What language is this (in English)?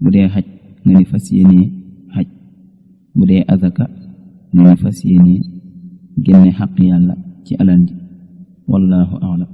Wolof